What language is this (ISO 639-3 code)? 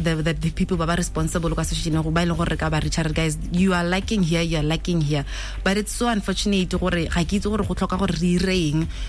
tsn